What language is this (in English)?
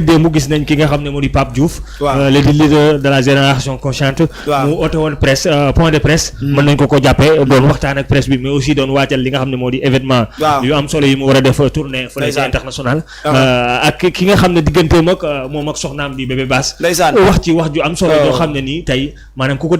Wolof